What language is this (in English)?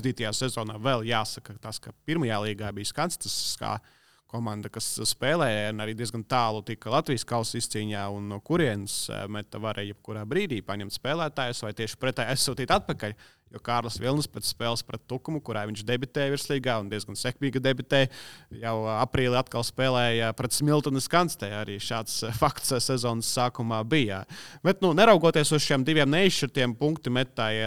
Latvian